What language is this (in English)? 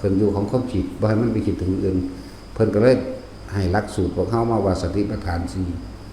Northeastern Thai